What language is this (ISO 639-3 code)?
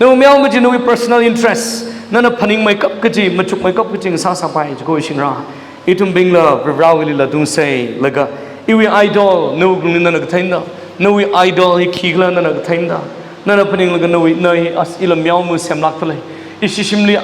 nmf